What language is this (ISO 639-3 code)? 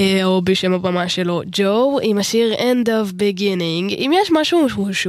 heb